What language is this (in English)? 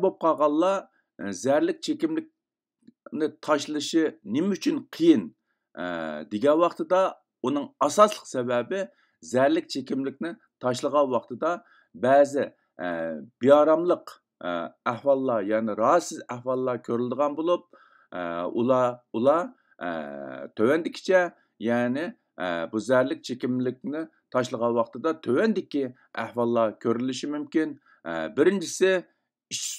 Uyghur